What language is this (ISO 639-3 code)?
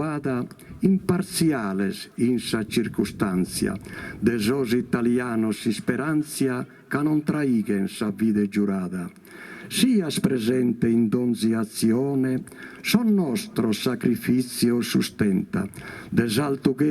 srd